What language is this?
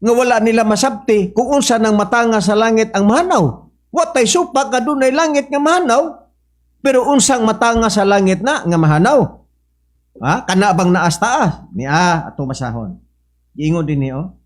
Cebuano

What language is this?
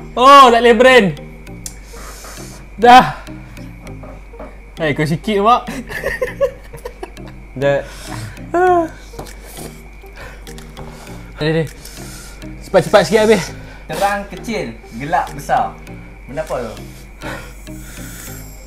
Malay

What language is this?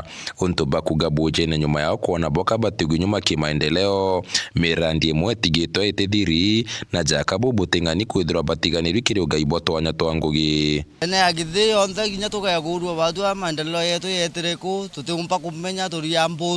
Meru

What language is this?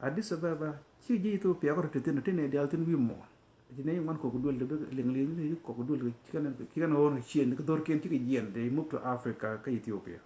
Nuer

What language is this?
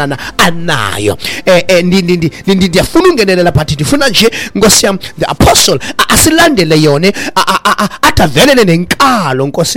Xhosa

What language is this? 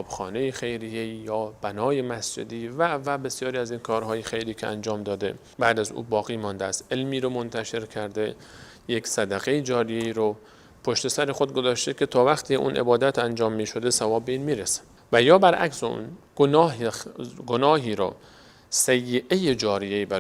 Persian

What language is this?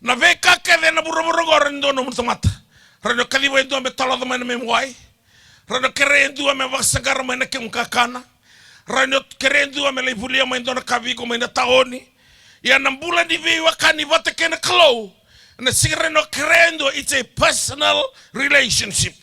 Fijian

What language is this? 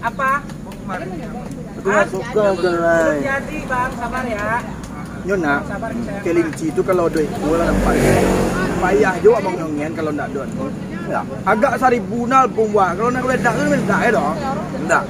Minangkabau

